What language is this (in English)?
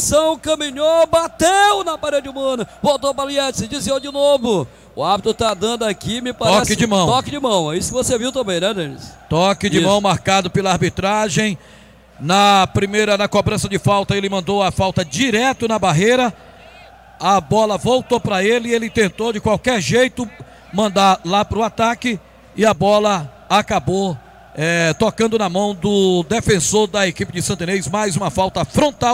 Portuguese